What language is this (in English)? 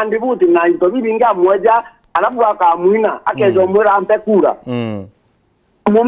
Meru